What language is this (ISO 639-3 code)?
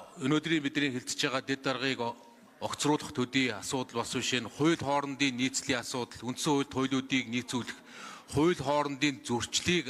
mon